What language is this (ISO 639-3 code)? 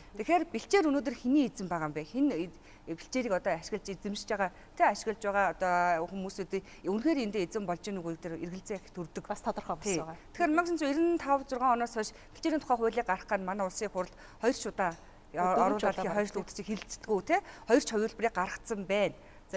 mon